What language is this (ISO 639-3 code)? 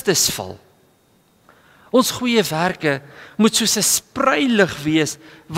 afr